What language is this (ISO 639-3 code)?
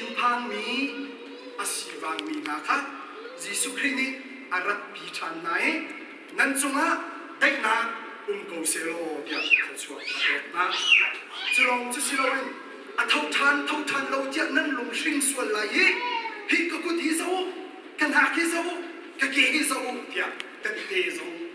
cnh